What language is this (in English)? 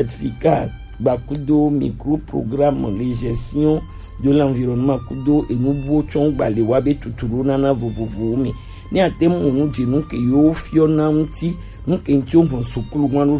Gen